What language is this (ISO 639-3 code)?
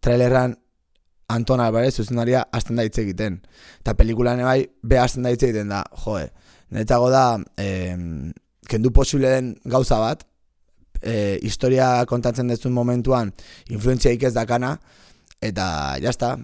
eus